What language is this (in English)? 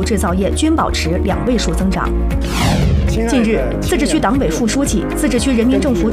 Chinese